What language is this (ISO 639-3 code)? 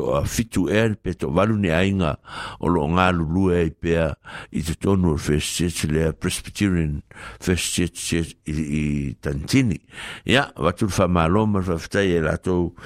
smo